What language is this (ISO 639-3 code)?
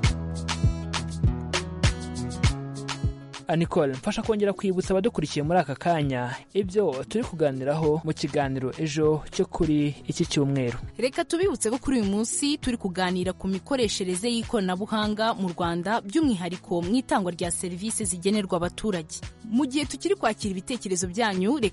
kin